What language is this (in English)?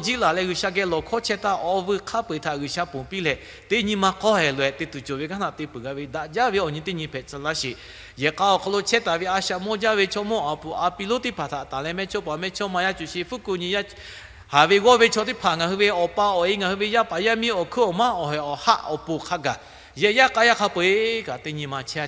Lahu